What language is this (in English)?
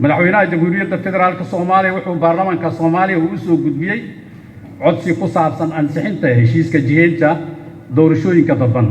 Somali